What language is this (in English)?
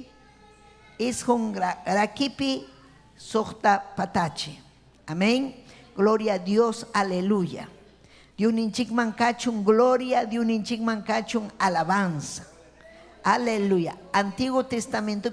Ayacucho Quechua